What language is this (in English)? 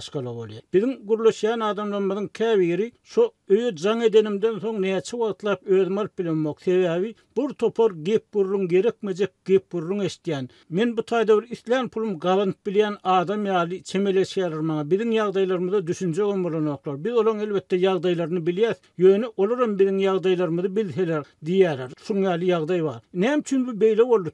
Turkmen